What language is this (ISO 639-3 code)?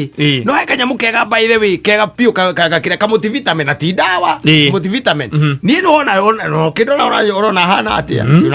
kik